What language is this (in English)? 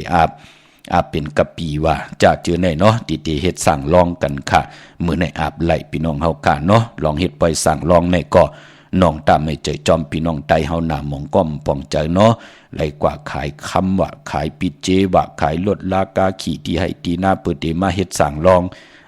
Shan